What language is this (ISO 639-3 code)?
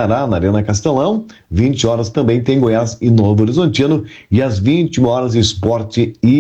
por